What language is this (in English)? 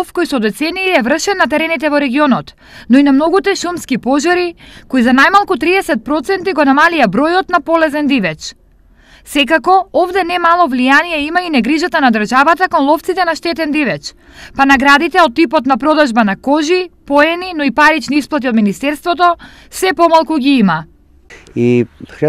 Macedonian